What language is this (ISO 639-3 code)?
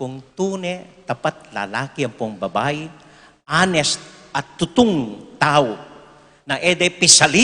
pam